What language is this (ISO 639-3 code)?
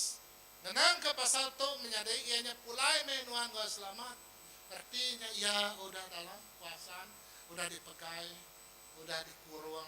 iba